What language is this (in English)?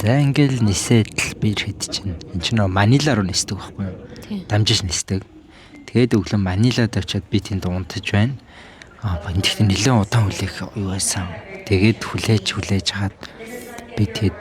Mongolian